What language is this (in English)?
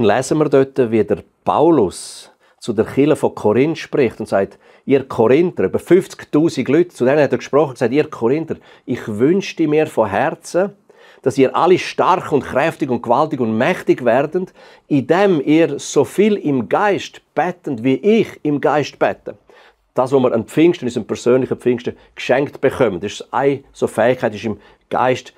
Swiss German